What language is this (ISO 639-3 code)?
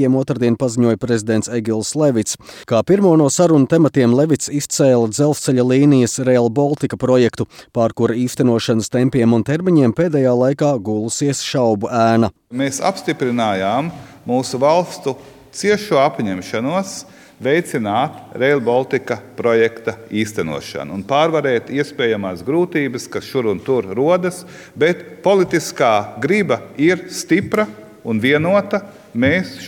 lav